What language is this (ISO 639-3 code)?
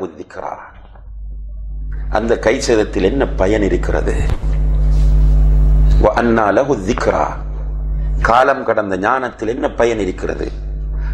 tam